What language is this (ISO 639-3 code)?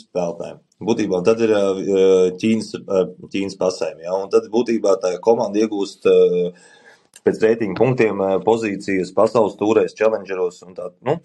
lav